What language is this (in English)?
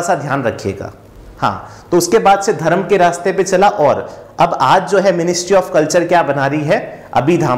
Hindi